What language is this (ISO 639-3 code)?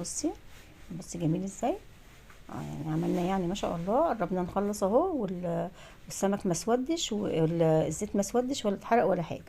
arz